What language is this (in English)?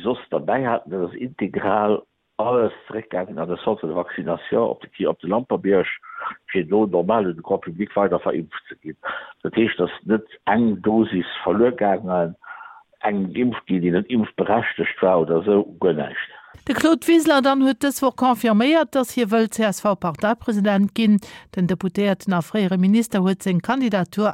Luxembourgish